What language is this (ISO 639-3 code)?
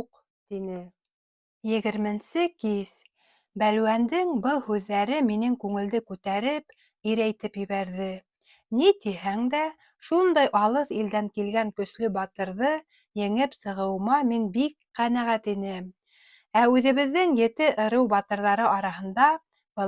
bak